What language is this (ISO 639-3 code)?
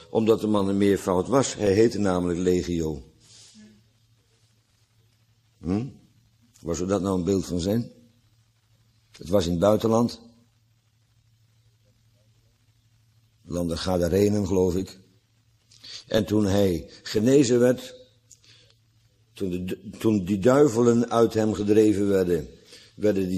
nld